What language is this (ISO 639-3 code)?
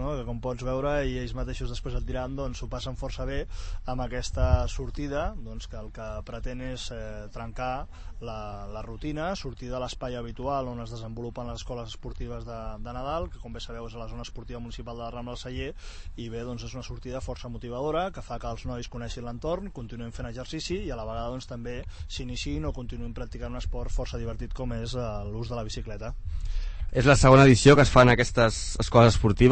cat